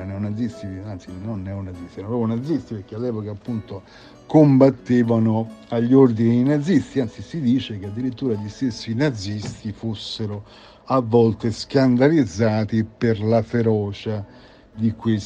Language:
Italian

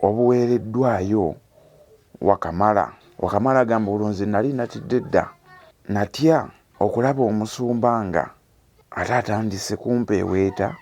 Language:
Ganda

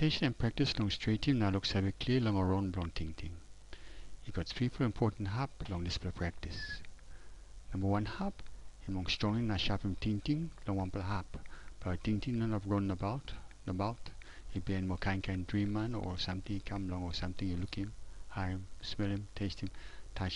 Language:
Tok Pisin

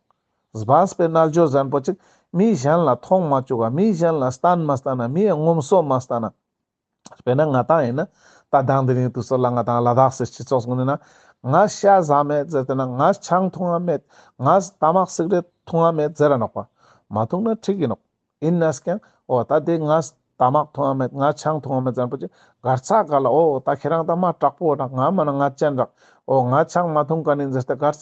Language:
Ladakhi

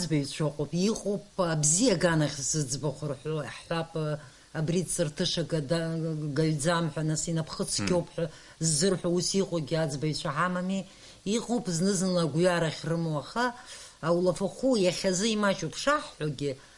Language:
Abkhazian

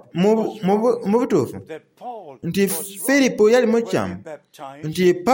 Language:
Soga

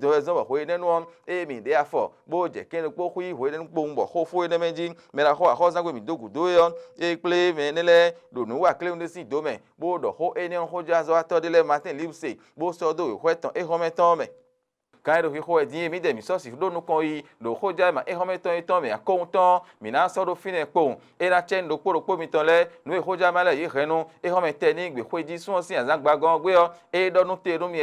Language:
Fon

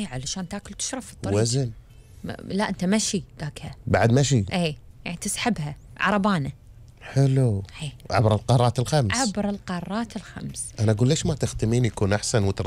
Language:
Gulf Arabic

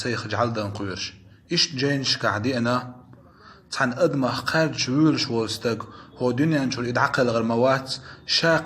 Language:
Chechen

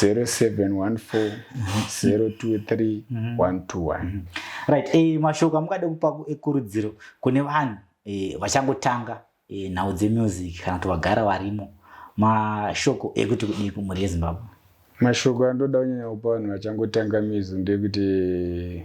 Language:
Shona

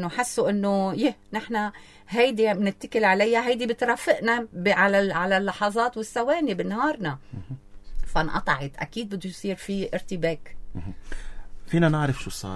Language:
North Levantine Arabic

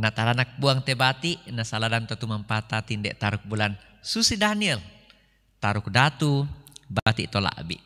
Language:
Toraja-Sa'dan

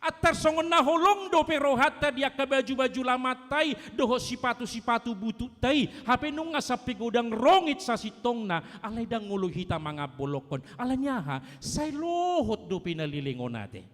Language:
Batak Toba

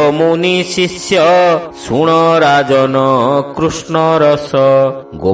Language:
Odia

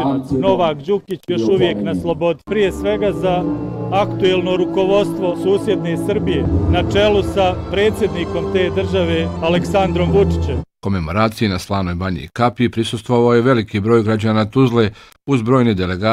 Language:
Bosnian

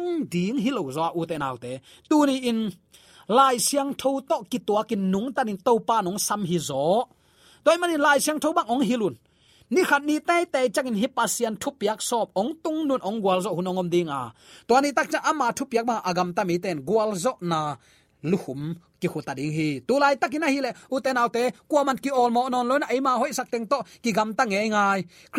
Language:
Tedim Chin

